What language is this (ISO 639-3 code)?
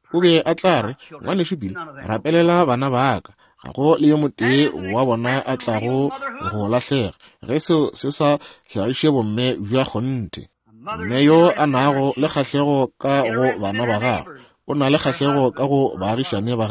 nso